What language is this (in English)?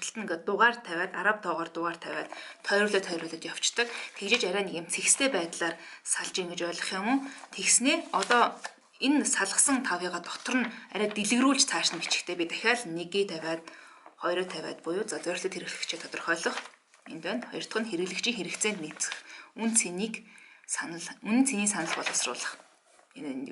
Mongolian